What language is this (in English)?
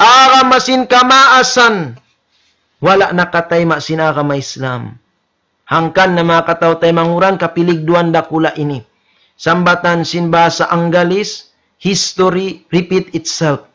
Tausug